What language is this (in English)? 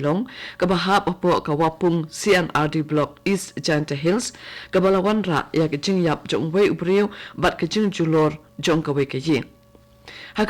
Khasi